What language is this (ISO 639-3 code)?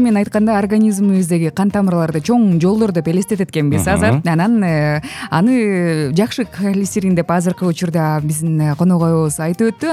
kir